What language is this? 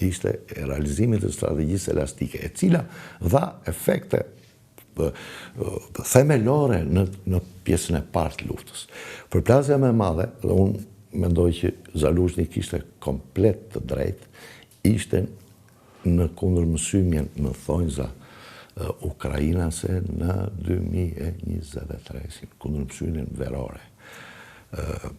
Albanian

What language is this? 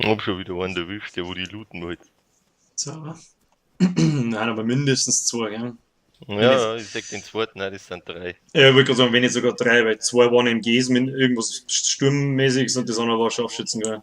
Bavarian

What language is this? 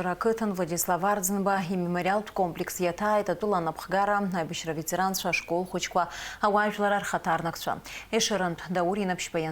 Abkhazian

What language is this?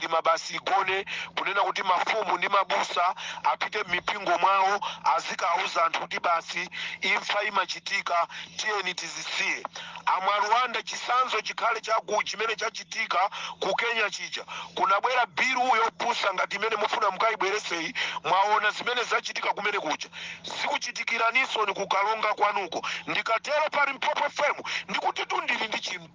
Nyanja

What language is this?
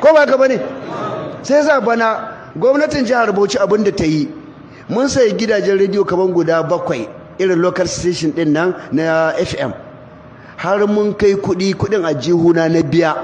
Hausa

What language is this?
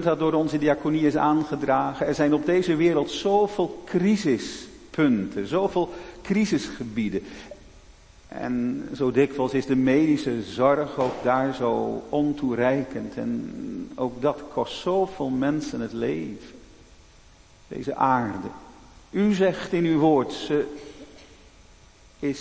Dutch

